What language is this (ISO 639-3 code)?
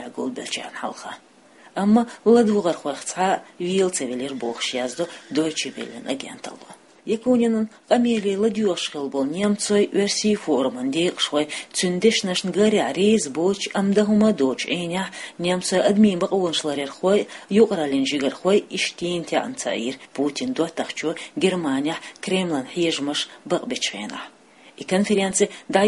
che